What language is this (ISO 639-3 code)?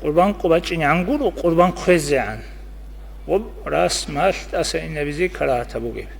ava